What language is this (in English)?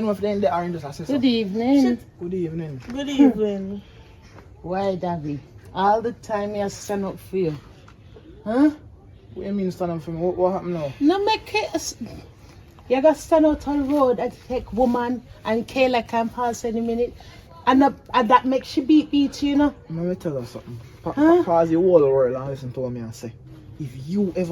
Jamaican Creole English